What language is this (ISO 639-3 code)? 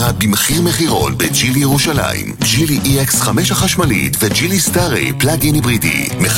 heb